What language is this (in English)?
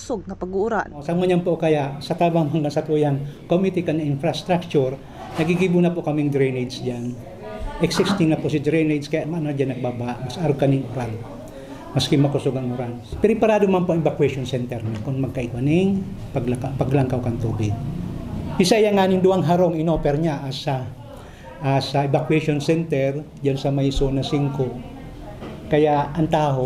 Bikol